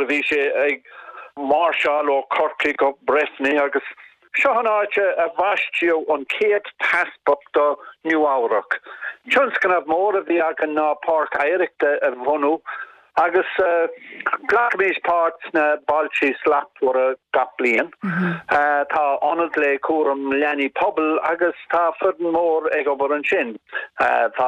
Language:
Irish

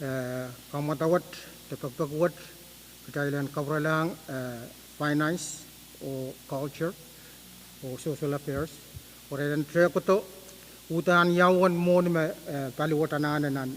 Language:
Pohnpeian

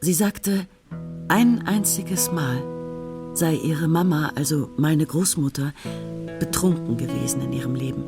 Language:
Swiss German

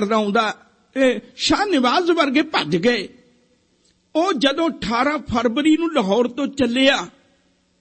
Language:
Punjabi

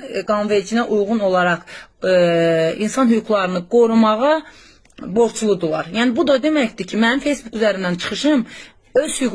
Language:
Azerbaijani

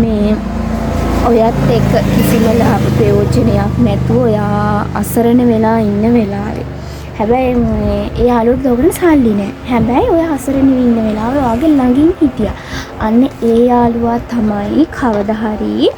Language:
Sinhala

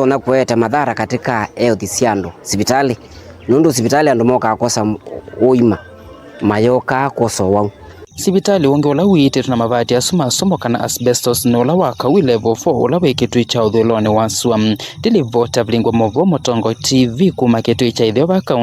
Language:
Kamba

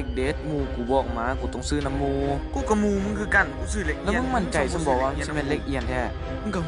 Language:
Northeastern Thai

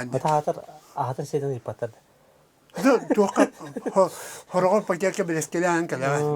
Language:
Yakut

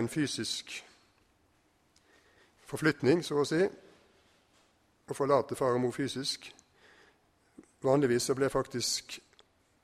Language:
Norwegian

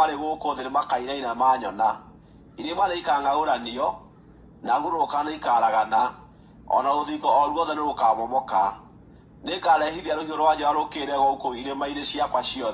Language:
Kikuyu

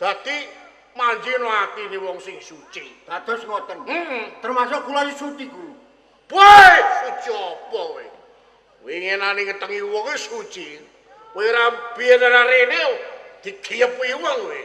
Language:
Javanese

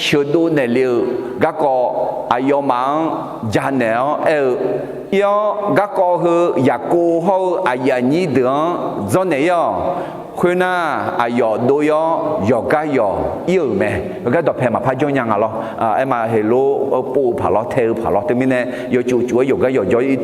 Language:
Akha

